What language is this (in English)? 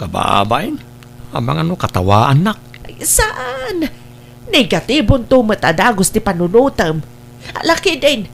Iloko